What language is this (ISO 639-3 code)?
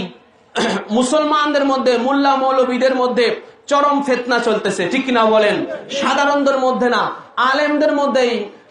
ben